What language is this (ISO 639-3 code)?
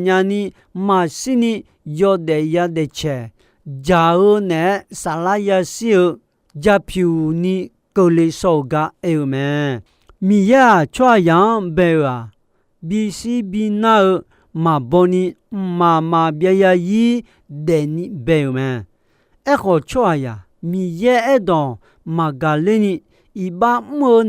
ahk